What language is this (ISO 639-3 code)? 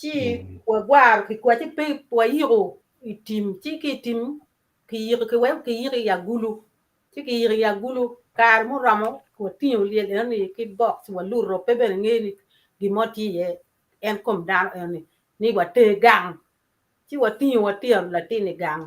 ach